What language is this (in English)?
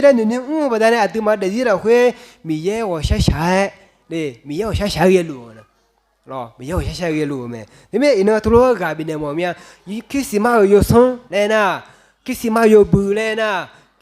Akha